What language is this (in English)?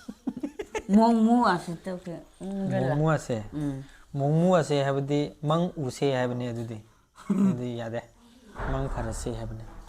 Manipuri